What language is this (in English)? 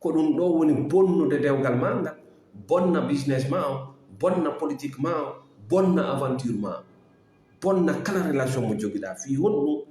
Fula